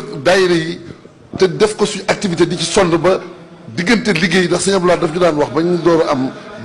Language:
Wolof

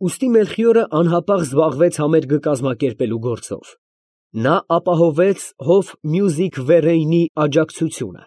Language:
Armenian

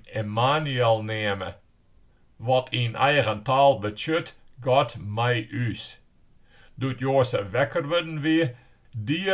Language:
Western Frisian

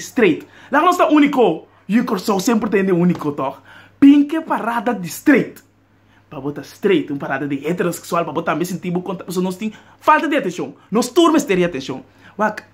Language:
Papiamento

